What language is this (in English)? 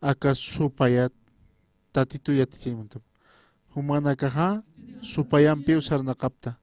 Aymara